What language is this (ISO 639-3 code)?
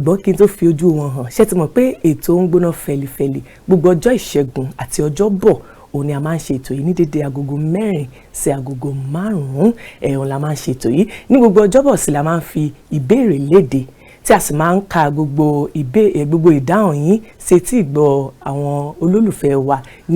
yor